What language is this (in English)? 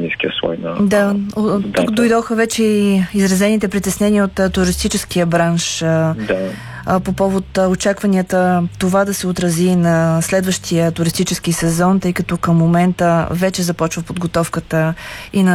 Bulgarian